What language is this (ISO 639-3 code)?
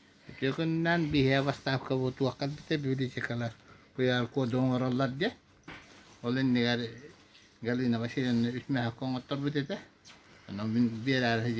sah